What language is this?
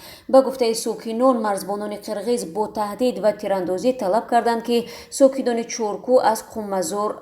Tajik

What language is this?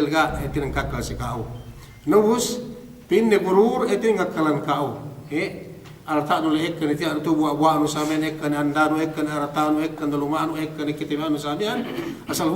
Yakan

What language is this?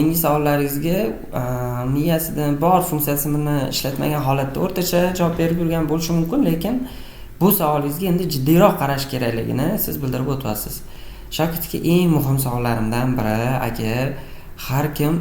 Uzbek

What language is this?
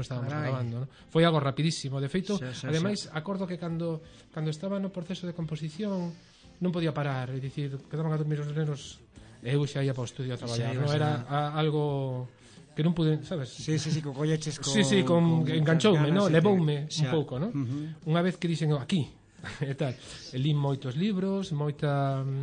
Galician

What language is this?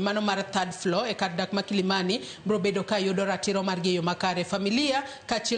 Luo (Kenya and Tanzania)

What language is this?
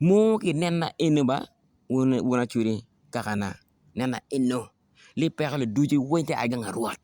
Acoli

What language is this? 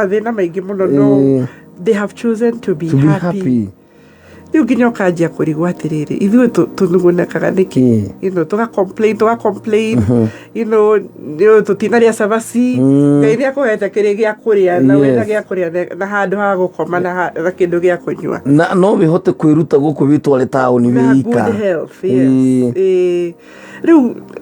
Kikuyu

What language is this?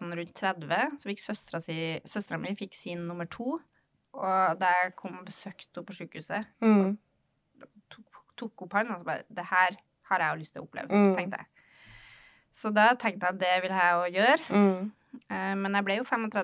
Norwegian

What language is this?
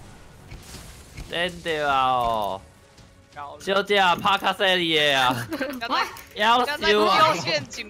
Chinese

